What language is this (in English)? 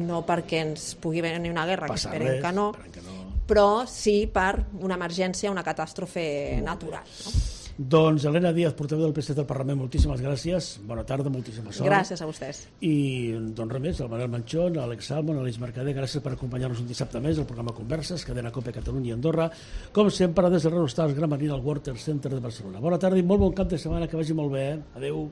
Catalan